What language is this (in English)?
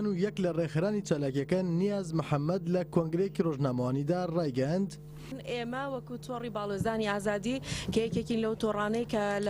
Central Kurdish